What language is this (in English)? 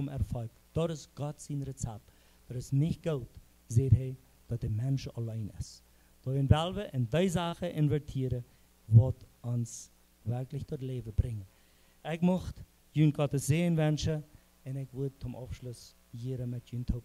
Plautdietsch